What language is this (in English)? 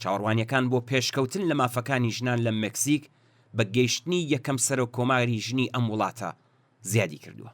Central Kurdish